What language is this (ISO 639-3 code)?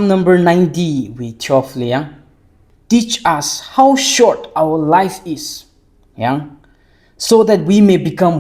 nmf